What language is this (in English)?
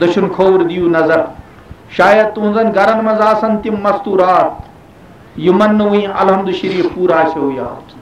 Kashmiri